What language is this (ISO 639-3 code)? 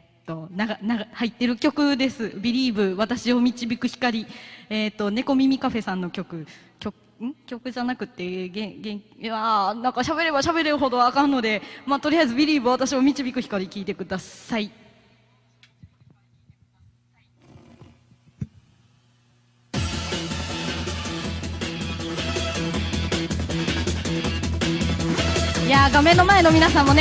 jpn